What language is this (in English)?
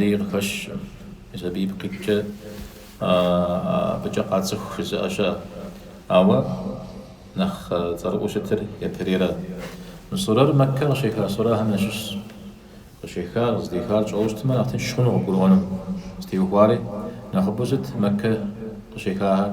Kabardian